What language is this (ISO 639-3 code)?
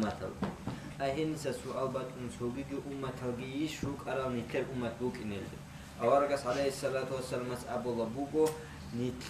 ava